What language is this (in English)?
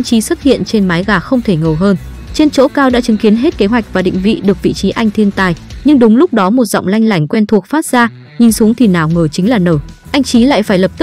Vietnamese